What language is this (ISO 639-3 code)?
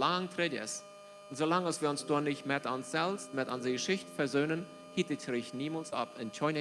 pdt